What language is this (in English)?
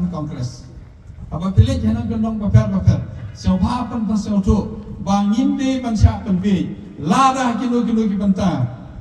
Khasi